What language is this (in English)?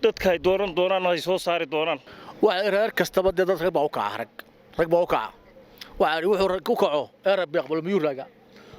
Somali